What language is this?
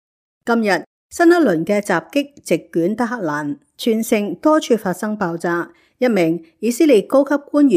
Cantonese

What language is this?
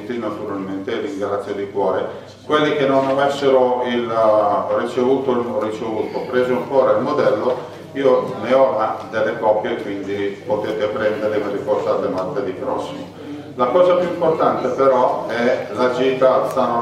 Italian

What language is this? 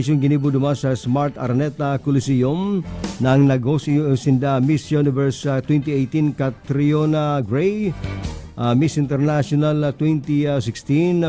Bikol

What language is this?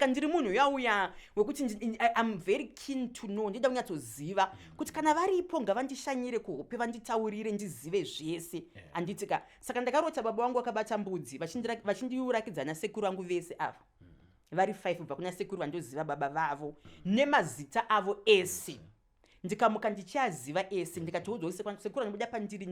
Shona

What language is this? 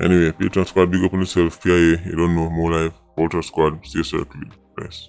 Jamaican Creole English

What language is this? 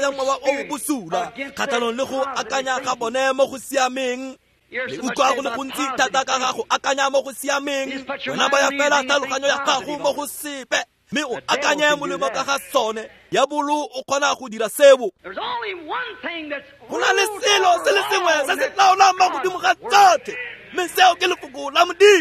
Tswana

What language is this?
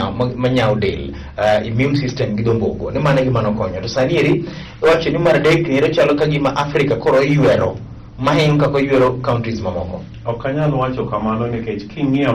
Luo (Kenya and Tanzania)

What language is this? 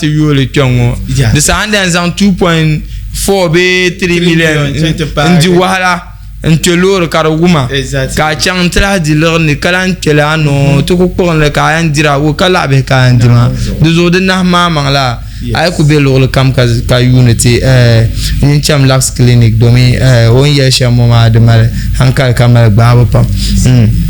Dagbani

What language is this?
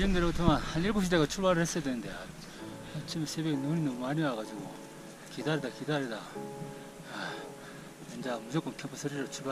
Korean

